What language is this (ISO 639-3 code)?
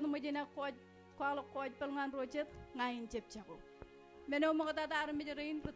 mah